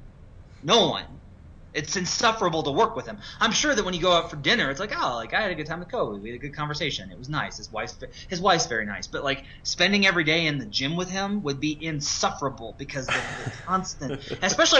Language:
English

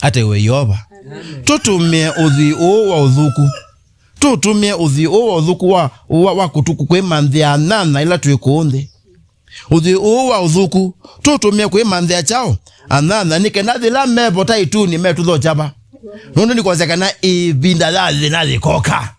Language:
Kamba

